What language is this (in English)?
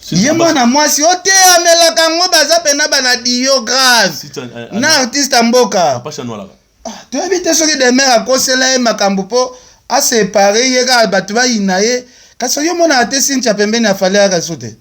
Lingala